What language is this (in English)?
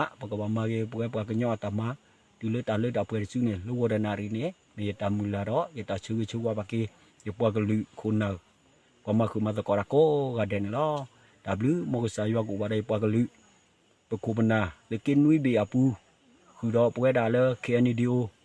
S'gaw Karen